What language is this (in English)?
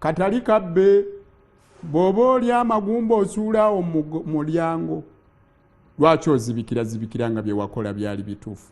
Ganda